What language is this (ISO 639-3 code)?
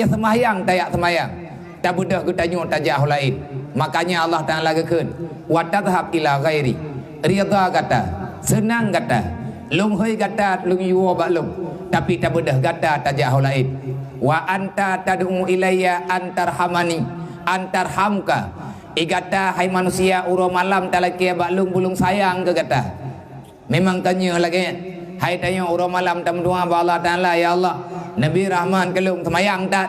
ace